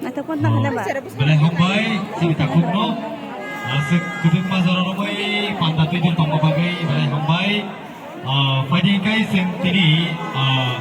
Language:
Kok Borok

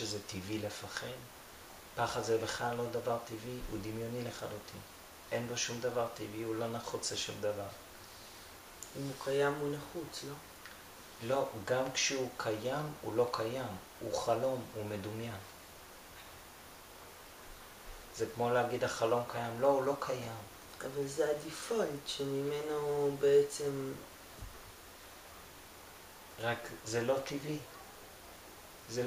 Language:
Hebrew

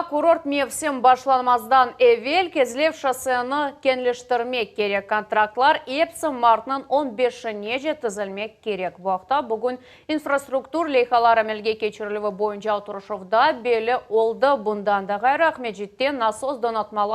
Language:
Crimean Tatar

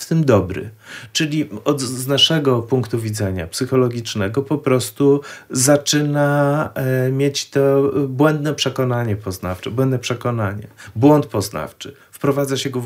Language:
Polish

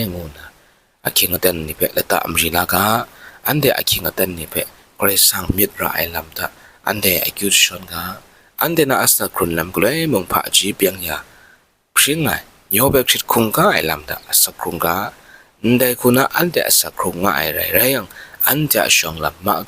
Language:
Kachin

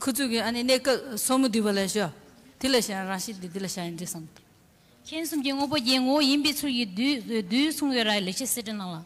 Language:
Tibetan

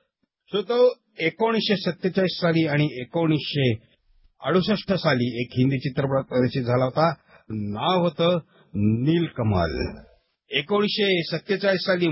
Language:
Marathi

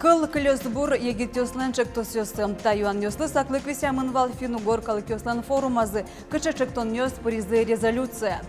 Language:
Udmurt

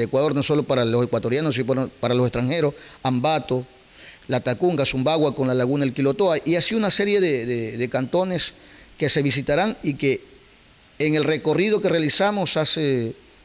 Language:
Spanish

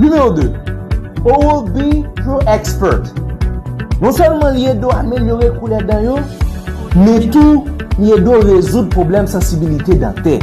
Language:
Haitian Creole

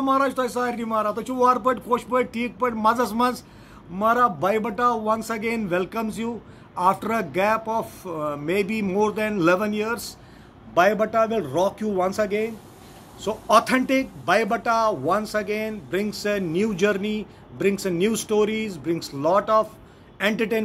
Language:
Kashmiri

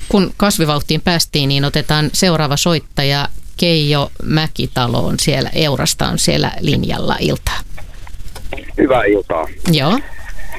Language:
Finnish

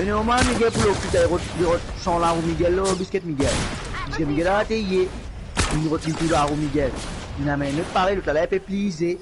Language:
Morisyen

